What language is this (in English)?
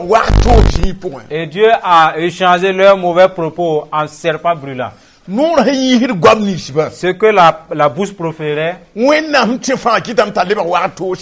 Mossi